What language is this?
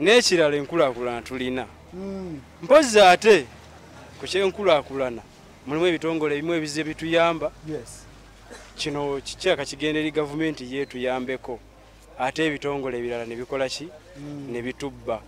Ganda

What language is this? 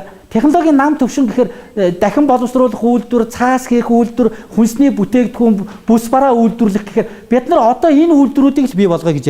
Mongolian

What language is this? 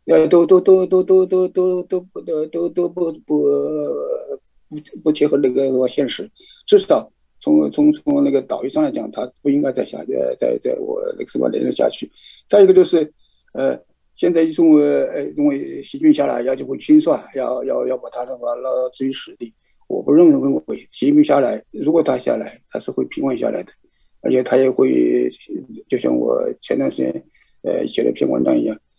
Chinese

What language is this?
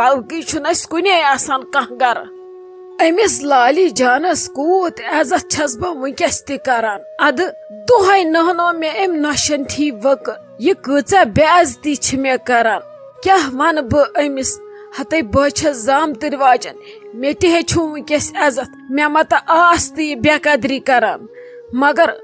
Kashmiri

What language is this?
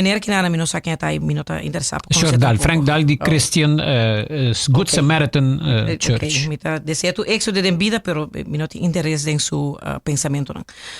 Papiamento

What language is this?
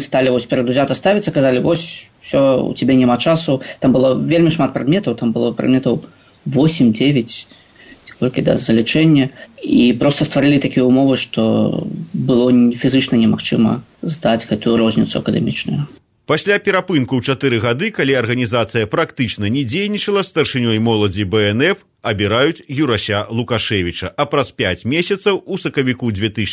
Belarusian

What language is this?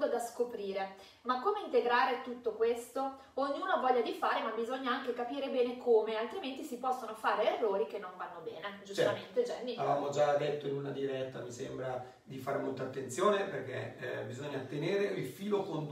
Italian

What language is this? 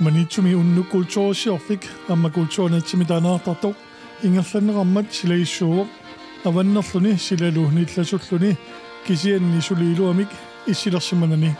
Kalaallisut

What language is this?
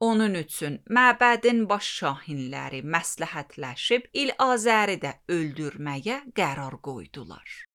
Azerbaijani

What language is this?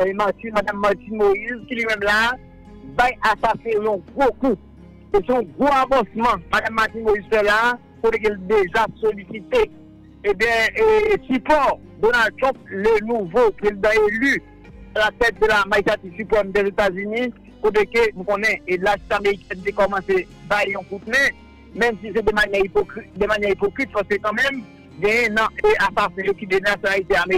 Haitian Creole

